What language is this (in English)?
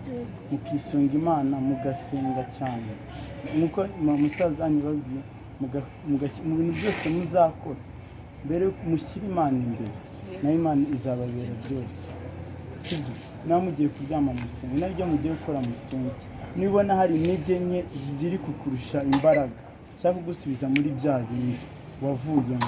Kinyarwanda